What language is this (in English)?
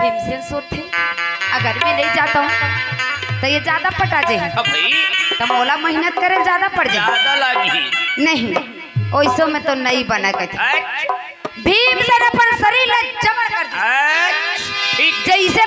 Chhattisgarhi